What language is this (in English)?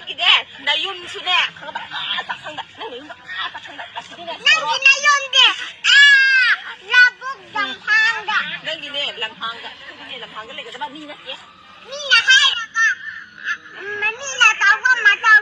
Manipuri